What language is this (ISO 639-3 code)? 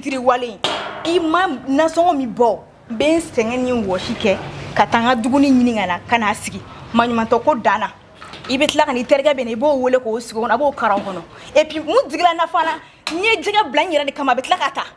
bam